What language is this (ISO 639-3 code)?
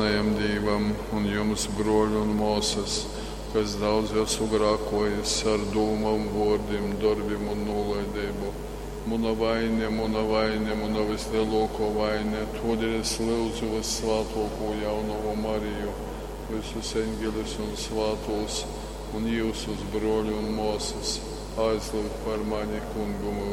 ltg